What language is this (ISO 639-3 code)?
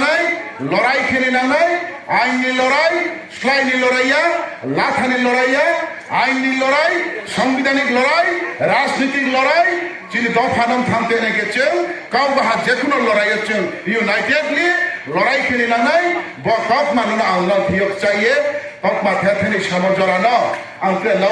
ria